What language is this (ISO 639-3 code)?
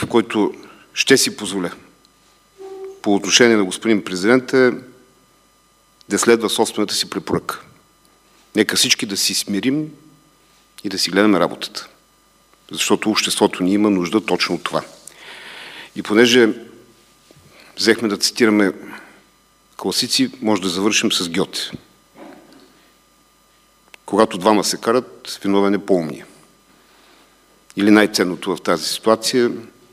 bul